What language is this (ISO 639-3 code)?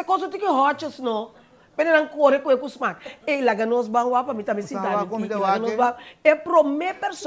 pap